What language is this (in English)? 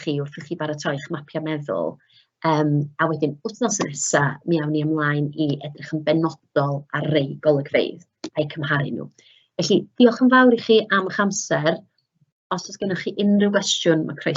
Welsh